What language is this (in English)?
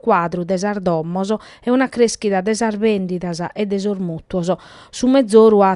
Sardinian